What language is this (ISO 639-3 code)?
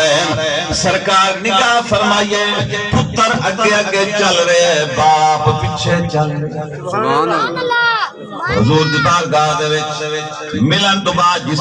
skr